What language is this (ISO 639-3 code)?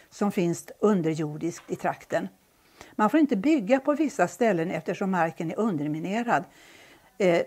swe